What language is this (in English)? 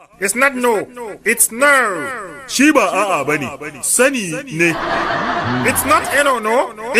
Hausa